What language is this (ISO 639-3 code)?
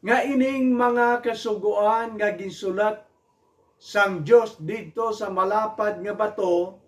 hil